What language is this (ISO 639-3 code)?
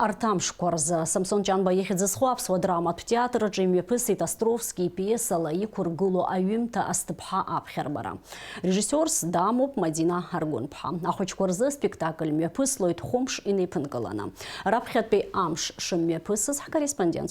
abk